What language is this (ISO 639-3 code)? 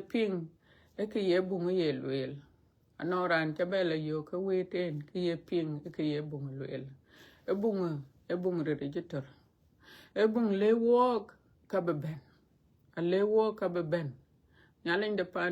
din